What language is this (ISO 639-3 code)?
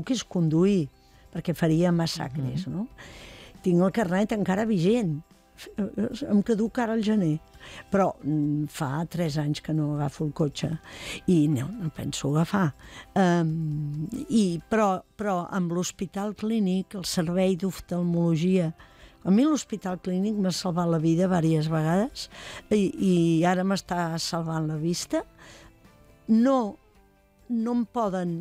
cat